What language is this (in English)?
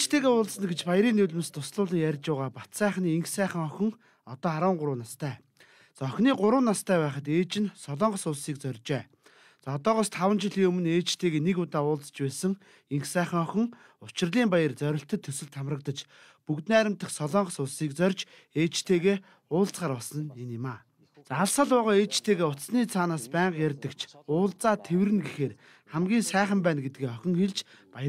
Mongolian